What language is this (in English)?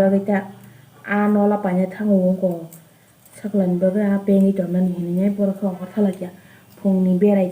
Kok Borok